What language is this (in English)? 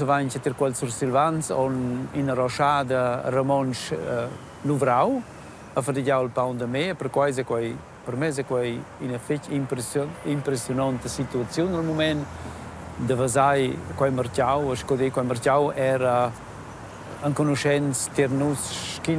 Romansh